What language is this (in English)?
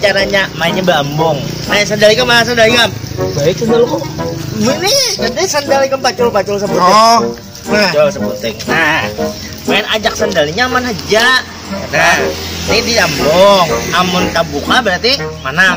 Banjar